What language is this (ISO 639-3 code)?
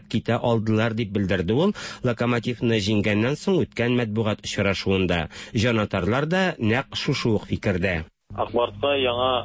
tat